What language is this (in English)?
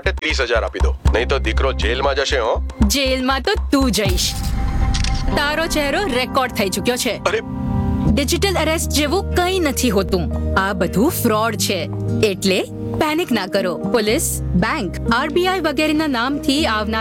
Gujarati